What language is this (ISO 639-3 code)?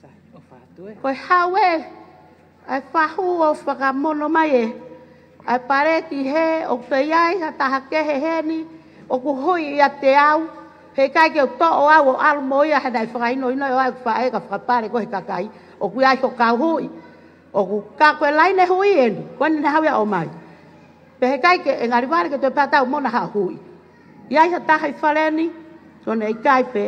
ton